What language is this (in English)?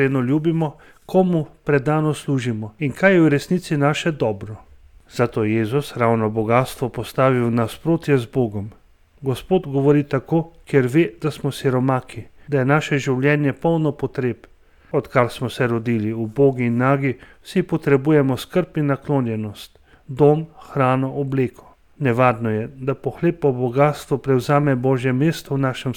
Slovenian